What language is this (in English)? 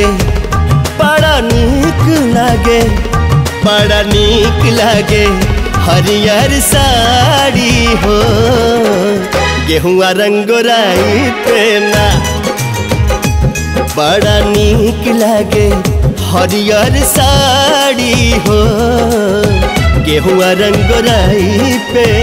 Bhojpuri